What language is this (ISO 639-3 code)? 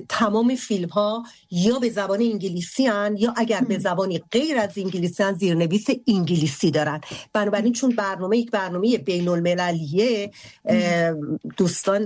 fas